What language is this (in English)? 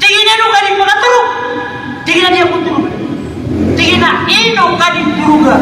Maranao